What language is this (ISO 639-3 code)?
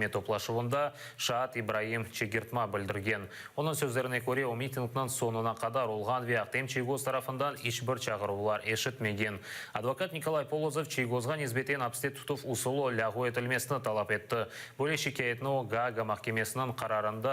crh